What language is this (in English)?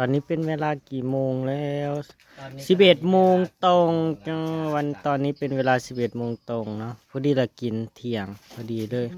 Northeastern Thai